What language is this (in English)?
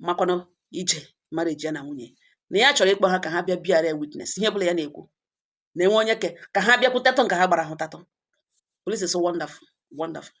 Igbo